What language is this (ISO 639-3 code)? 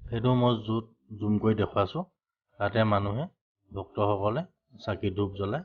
asm